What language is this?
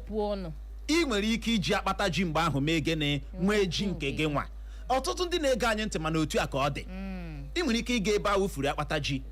Igbo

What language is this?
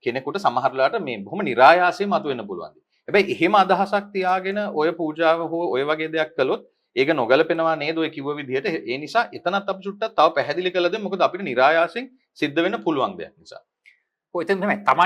Sinhala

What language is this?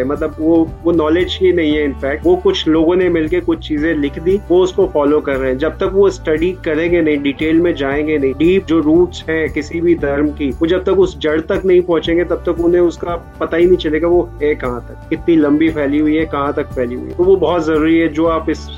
Hindi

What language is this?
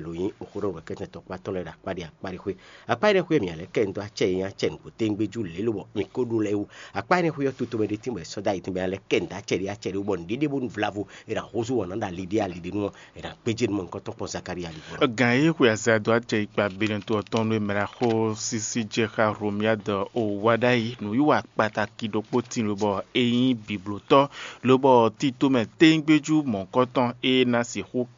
Fon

